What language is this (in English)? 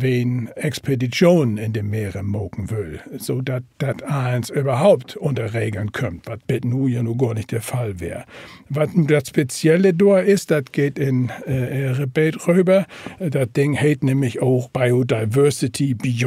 Low German